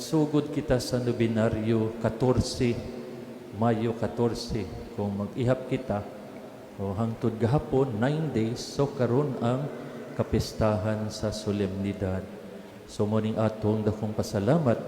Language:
Cebuano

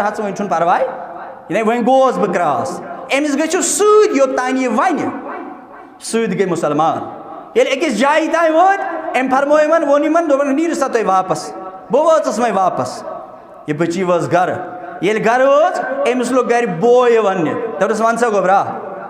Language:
Kashmiri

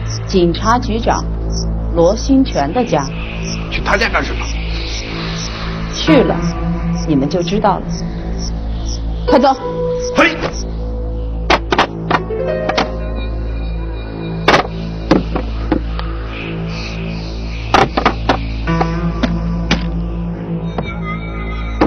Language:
Chinese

